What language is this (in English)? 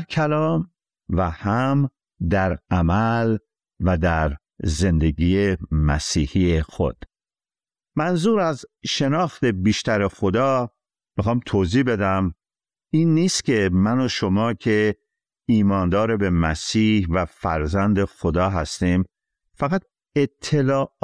Persian